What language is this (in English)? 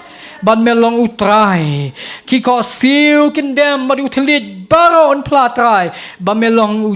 Khasi